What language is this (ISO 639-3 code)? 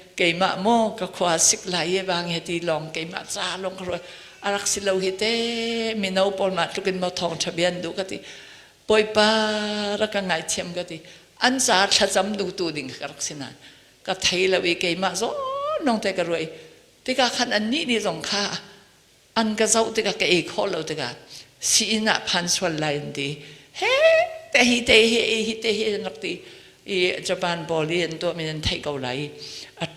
cnh